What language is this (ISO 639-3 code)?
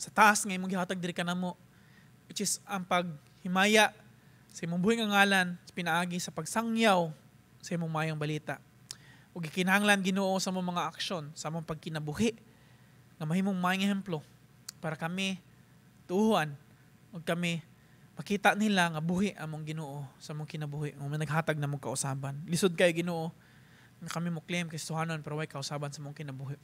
ceb